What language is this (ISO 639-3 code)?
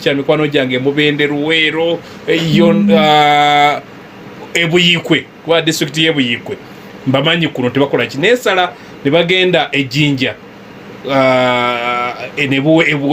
lug